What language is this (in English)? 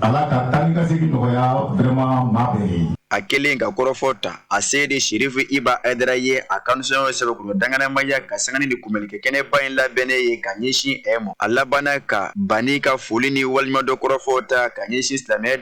Bambara